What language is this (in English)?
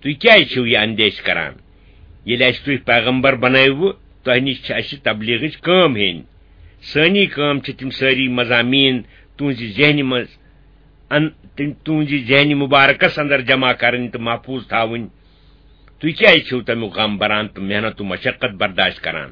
Kashmiri